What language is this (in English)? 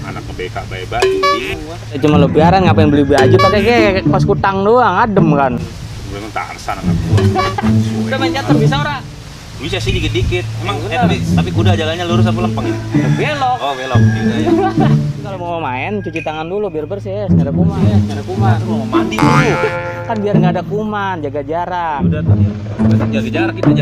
Betawi